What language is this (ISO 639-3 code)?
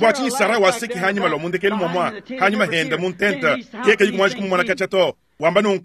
lua